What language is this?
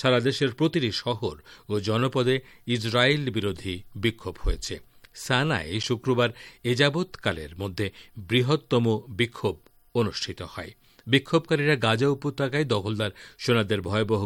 Bangla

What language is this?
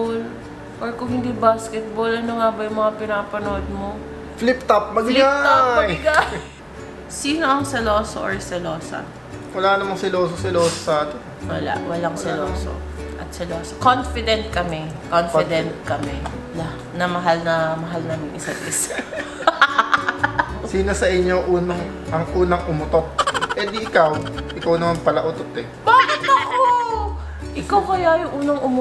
Filipino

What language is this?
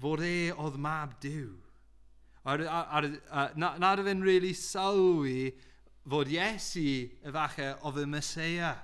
Welsh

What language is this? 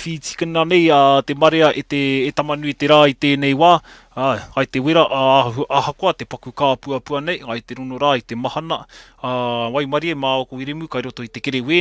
Māori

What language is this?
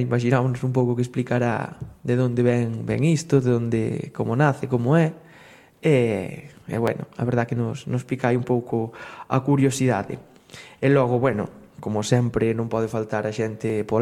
Galician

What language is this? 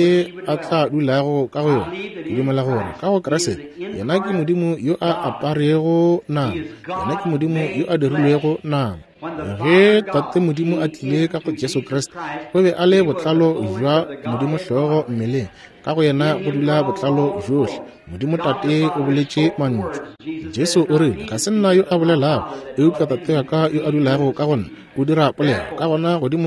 Northern Sotho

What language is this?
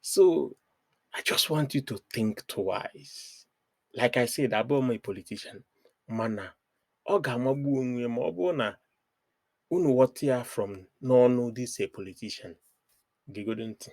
Igbo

